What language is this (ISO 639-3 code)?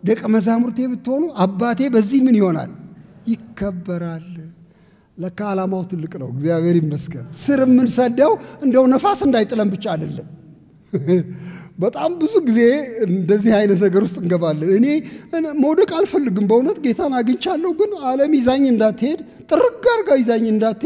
amh